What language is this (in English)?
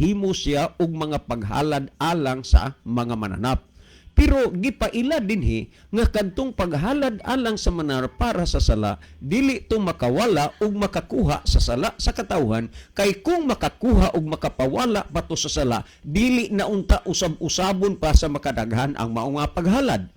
Cebuano